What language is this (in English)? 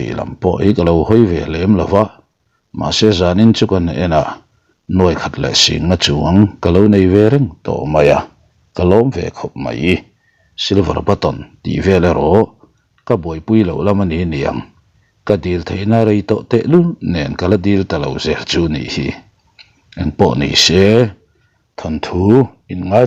Mizo